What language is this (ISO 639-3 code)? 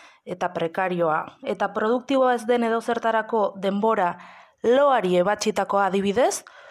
eus